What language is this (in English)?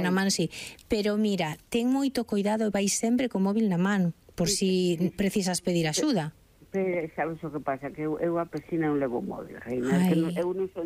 Galician